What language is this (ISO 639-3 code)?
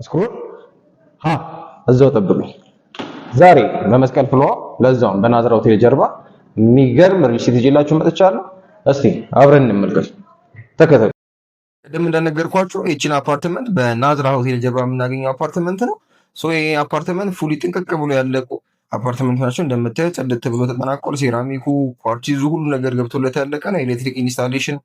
amh